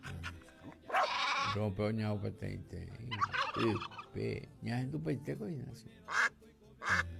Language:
Guarani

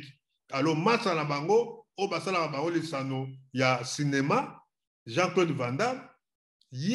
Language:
Lingala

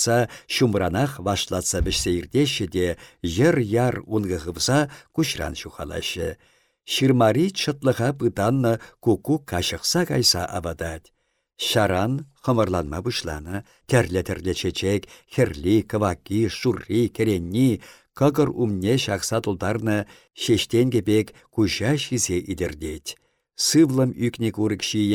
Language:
Chuvash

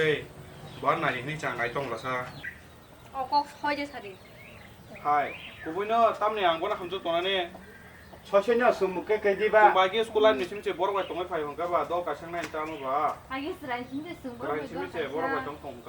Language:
Kok Borok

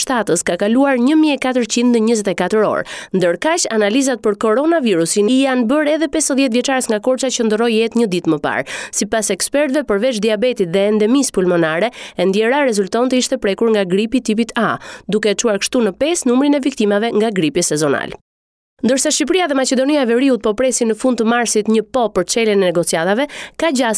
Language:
Albanian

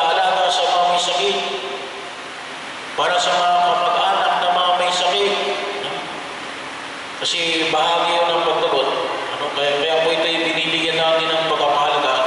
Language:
Filipino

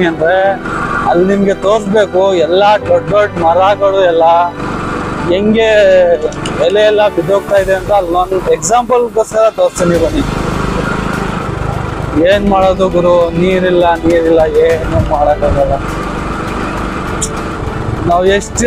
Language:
Kannada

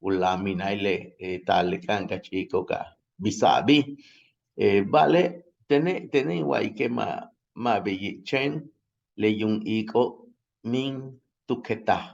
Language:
Yucateco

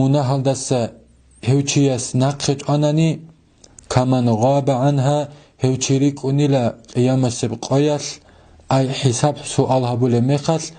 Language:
Avaric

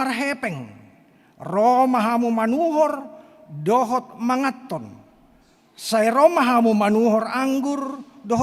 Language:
Batak Toba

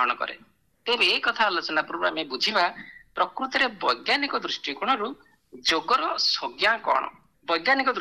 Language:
Odia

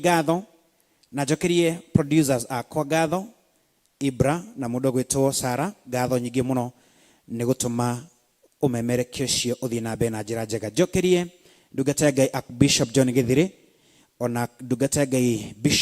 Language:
Kikuyu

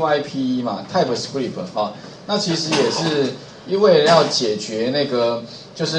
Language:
Chinese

